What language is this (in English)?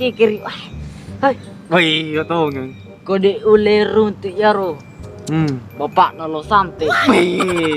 Buginese